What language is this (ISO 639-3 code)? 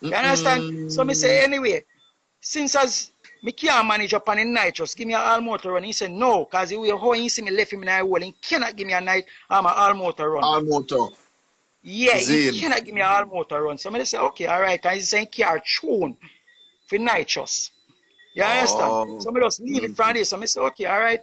jam